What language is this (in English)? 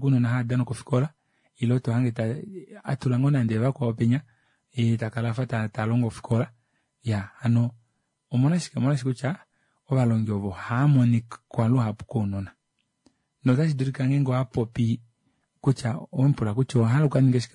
Kuanyama